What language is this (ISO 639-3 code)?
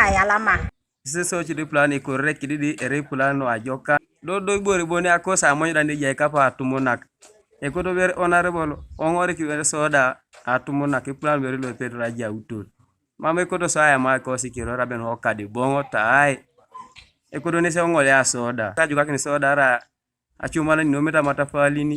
teo